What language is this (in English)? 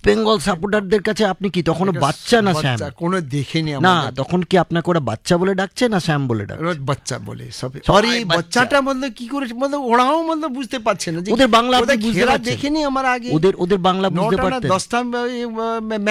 Bangla